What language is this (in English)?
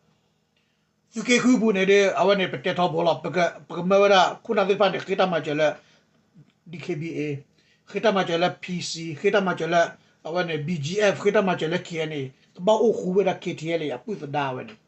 S'gaw Karen